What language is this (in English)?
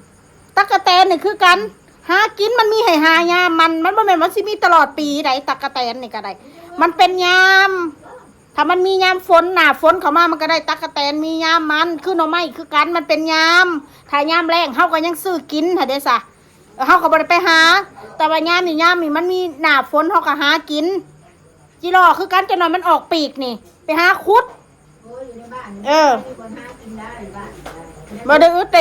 Northeastern Thai